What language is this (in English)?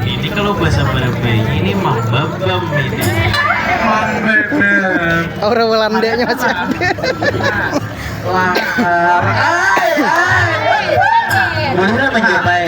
Banjar